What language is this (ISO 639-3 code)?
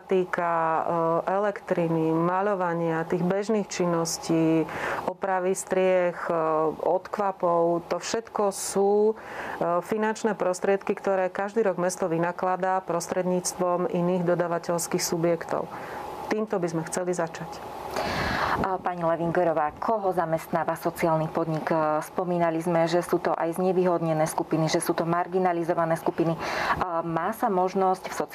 slk